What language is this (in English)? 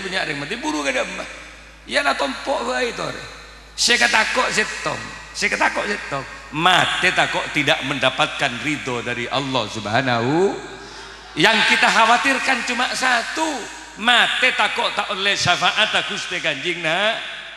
Madurese